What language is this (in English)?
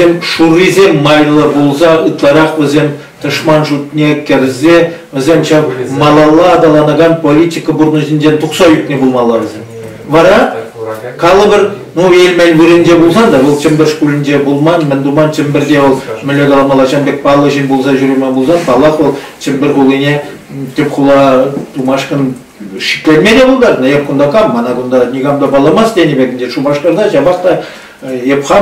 Chuvash